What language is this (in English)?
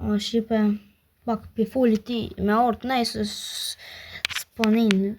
Albanian